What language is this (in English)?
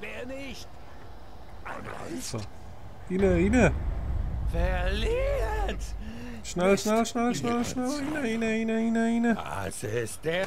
Swiss German